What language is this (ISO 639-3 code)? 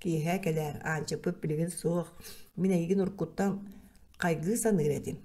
sah